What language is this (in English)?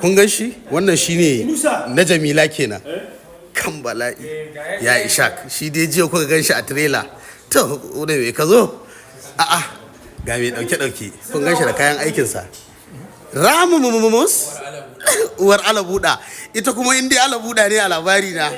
Hausa